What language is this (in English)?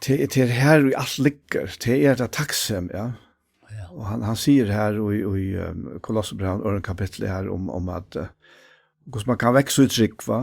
Faroese